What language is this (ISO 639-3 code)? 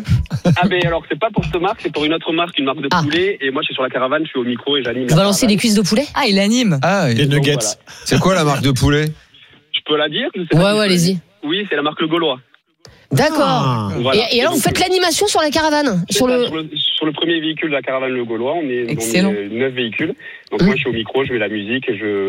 fra